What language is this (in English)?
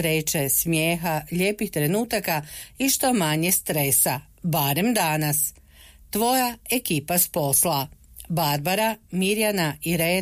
Croatian